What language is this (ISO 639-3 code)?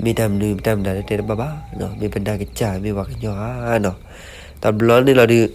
ksw